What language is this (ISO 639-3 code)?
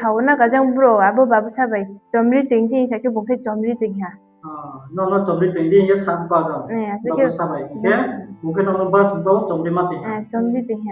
ria